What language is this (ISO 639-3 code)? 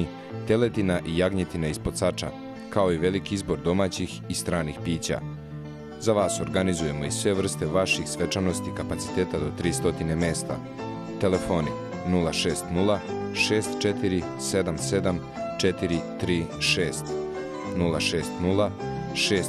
srp